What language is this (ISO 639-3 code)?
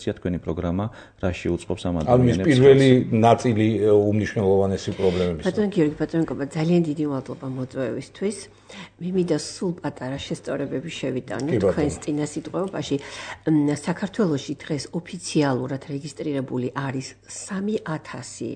kat